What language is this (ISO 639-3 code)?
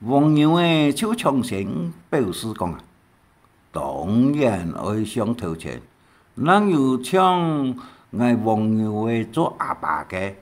hak